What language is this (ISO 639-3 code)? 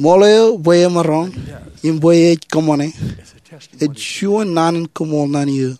mah